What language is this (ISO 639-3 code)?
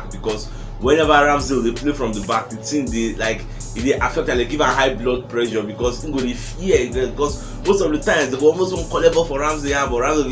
pcm